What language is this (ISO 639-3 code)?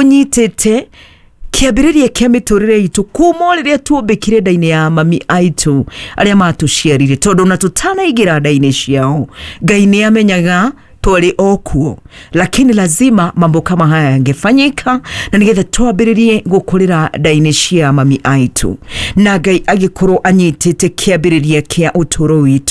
kik